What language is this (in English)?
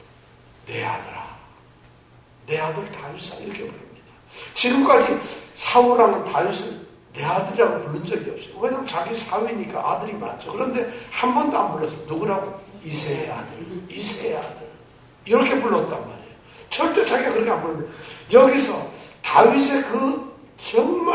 Korean